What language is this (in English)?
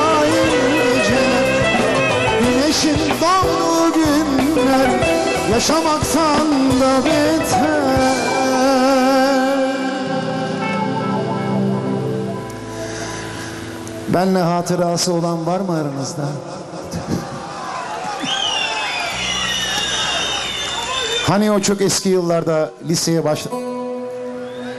Turkish